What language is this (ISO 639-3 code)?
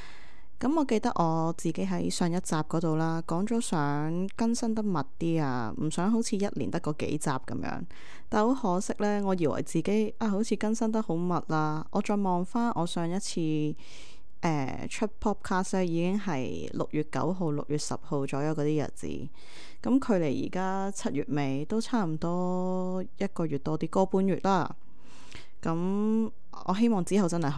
yue